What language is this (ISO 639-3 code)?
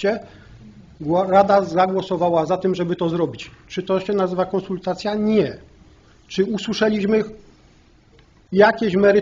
pol